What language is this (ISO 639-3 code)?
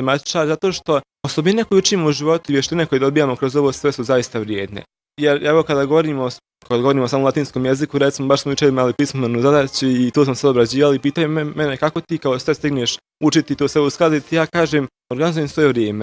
bos